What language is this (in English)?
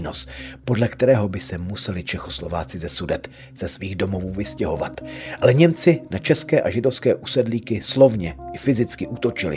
Czech